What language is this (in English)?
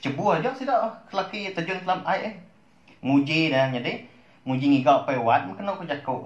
Iban